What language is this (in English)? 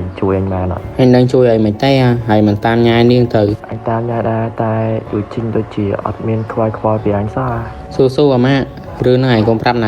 Khmer